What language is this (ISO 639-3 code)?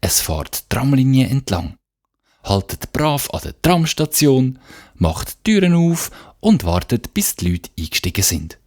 gsw